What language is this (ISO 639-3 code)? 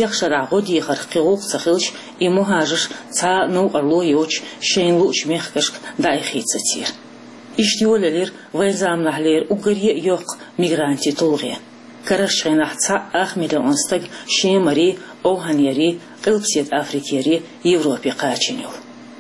che